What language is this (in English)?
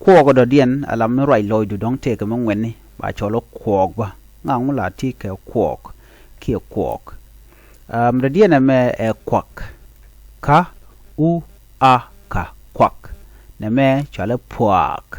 Nuer